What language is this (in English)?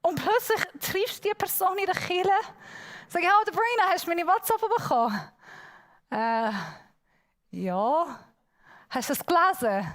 Swiss German